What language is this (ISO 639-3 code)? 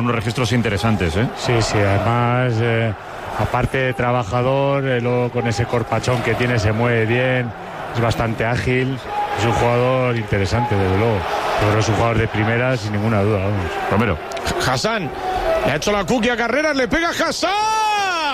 spa